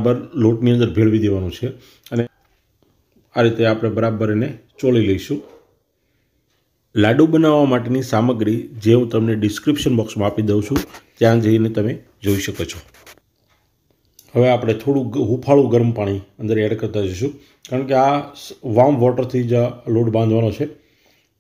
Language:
Gujarati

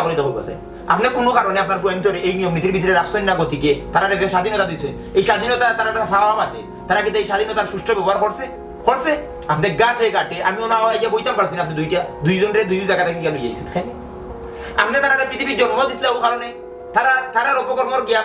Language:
Sylheti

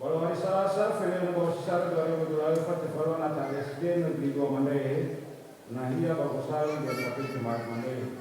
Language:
Nias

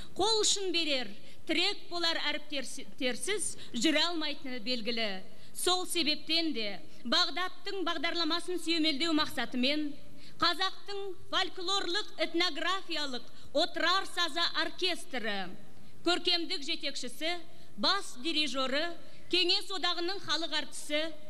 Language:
Kazakh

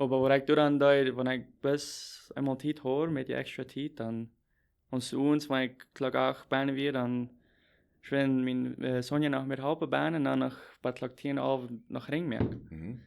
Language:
Plautdietsch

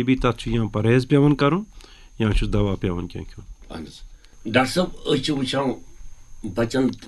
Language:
Kashmiri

